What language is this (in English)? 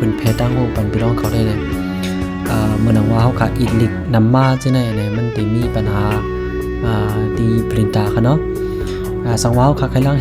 Shan